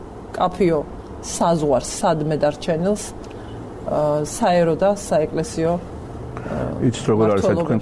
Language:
Georgian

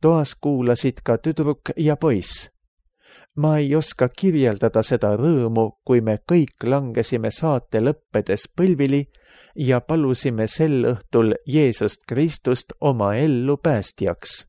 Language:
Estonian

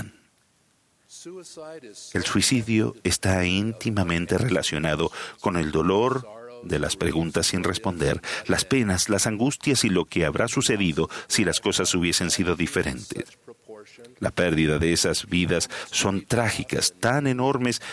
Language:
Spanish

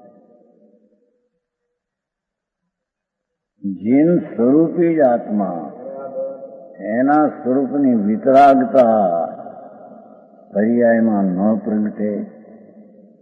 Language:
Gujarati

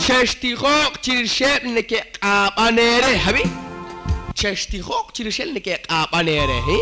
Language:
Kekchí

